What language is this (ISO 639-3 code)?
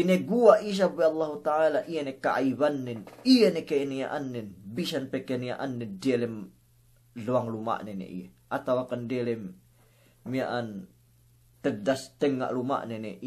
yka